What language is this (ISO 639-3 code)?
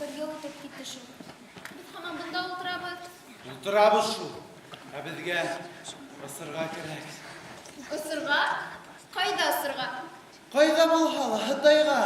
bak